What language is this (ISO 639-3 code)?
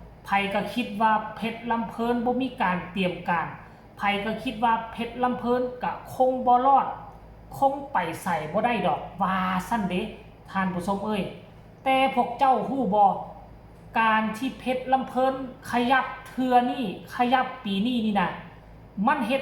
tts